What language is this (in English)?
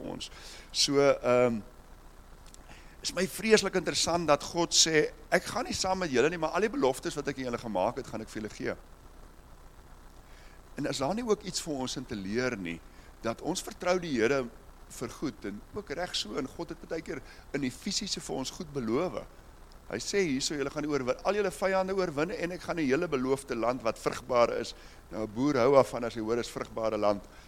Afrikaans